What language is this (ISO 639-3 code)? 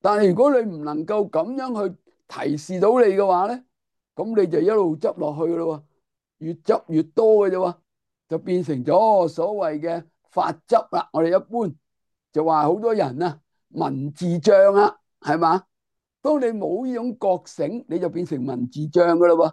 yue